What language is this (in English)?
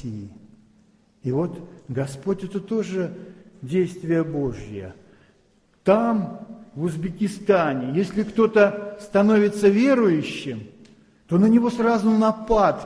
Russian